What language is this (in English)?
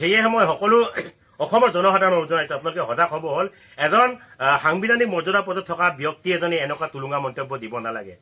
Assamese